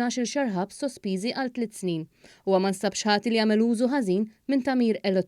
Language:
Maltese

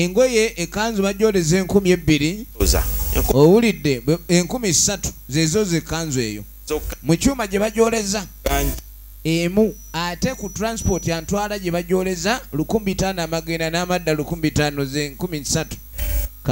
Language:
Ganda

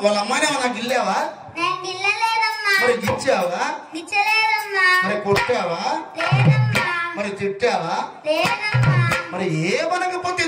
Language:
Telugu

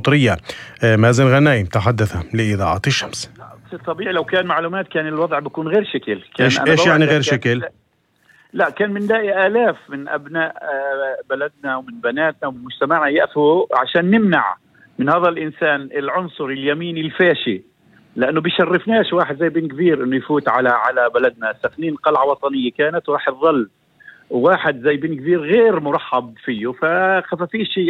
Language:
North Levantine Arabic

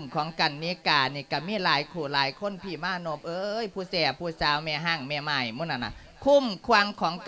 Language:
Lao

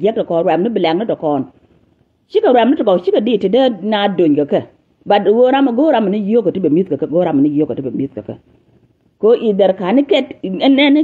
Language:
Nuer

